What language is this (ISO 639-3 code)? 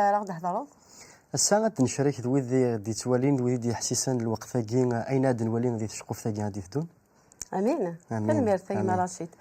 kab